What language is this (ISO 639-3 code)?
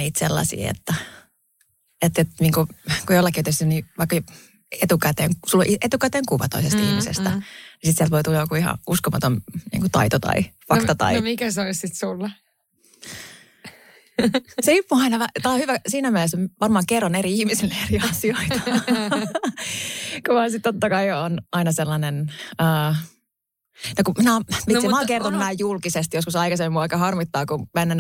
fin